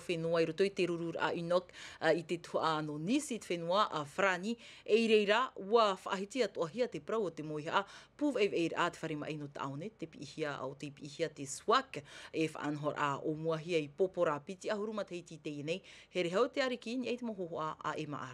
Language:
Tahitian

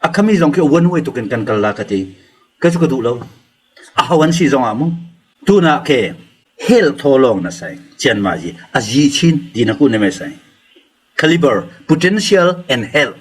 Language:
Falam Chin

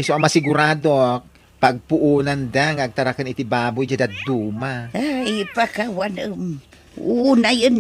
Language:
Iloko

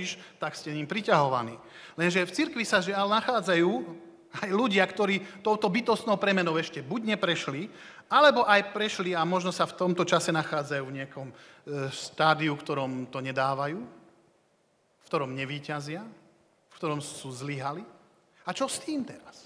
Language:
Slovak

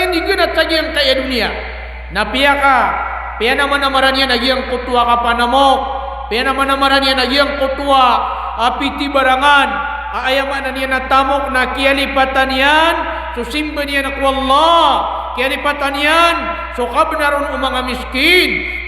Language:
Maranao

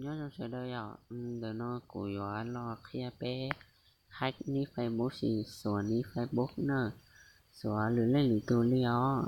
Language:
Hmong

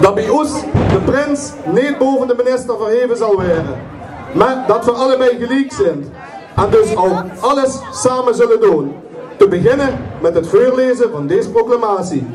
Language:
Limburgish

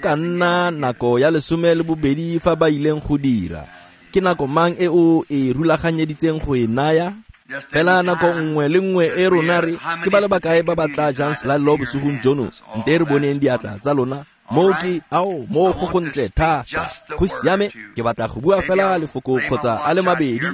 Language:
Tswana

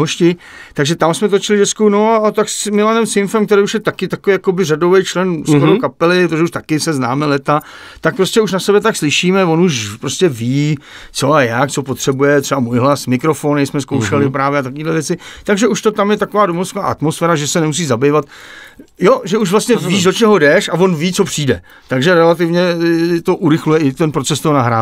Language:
Czech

